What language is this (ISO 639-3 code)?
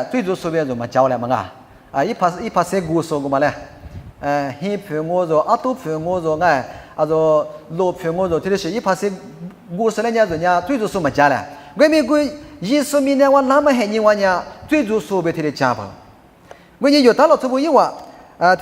lis